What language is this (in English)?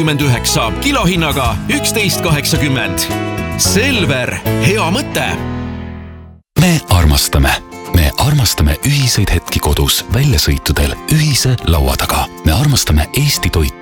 Estonian